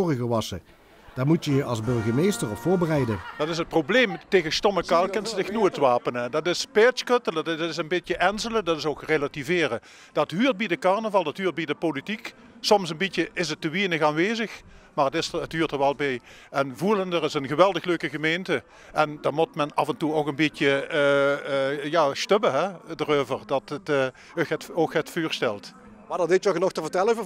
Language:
Limburgish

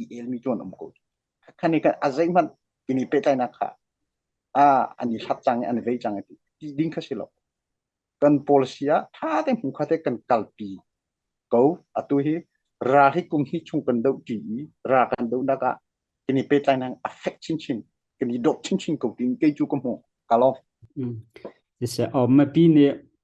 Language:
Hakha Chin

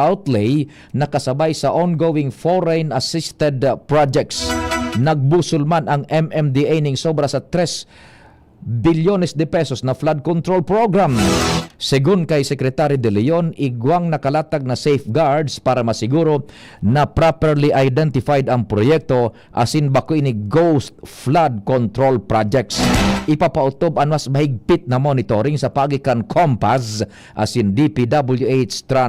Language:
Bikol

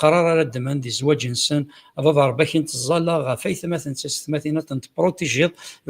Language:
Kabyle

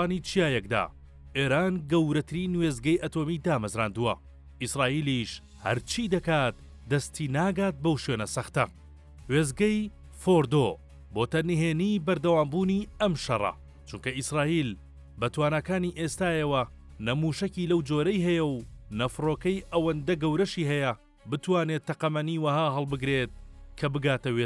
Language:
Central Kurdish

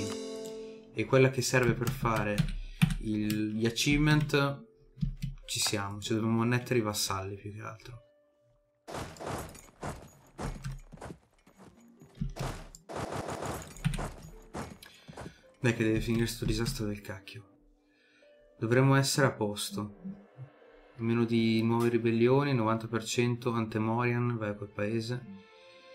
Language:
Italian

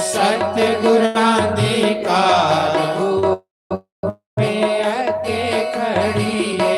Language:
Dogri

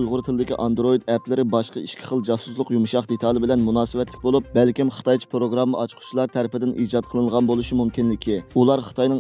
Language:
Uyghur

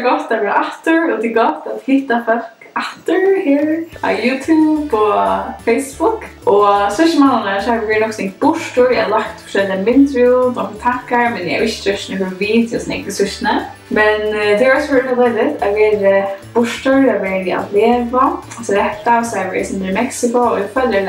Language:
Faroese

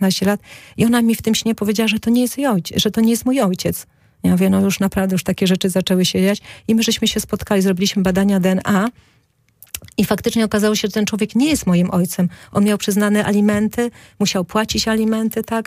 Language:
Polish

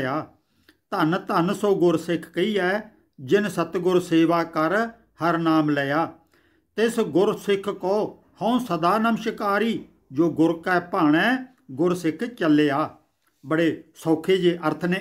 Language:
Punjabi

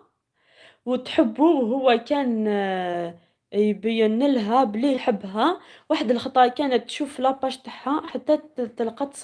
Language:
Algerian Arabic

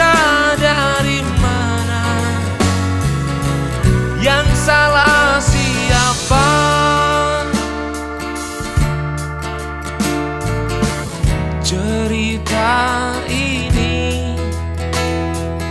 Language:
Indonesian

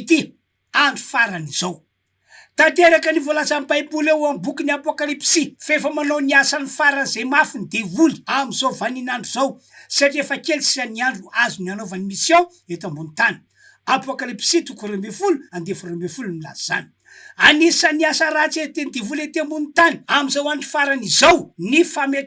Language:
Malagasy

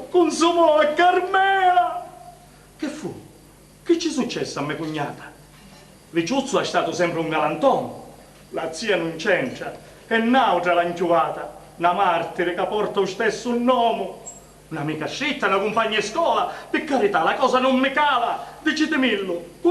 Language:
Sicilian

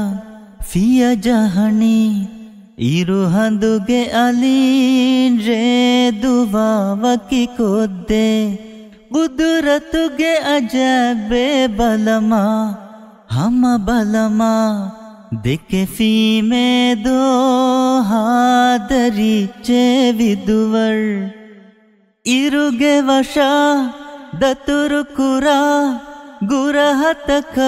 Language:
Divehi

